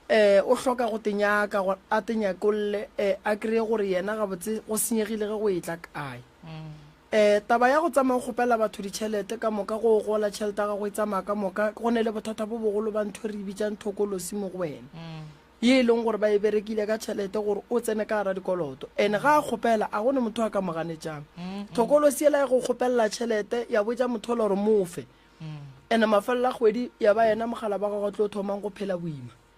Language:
Northern Sotho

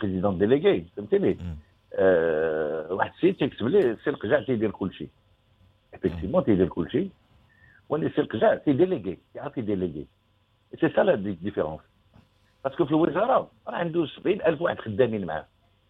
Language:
Moroccan Arabic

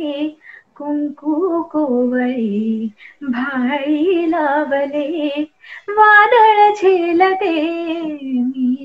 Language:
Marathi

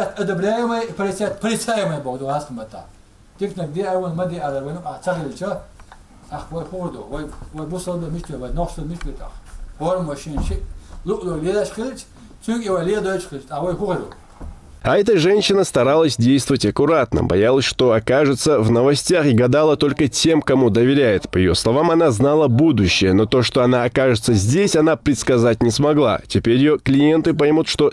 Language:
Chechen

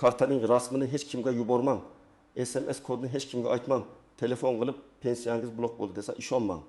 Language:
Uzbek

